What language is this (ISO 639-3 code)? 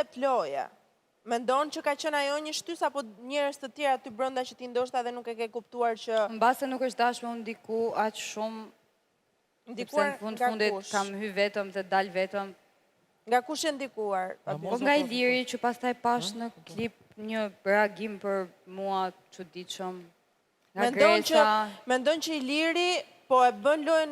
sqi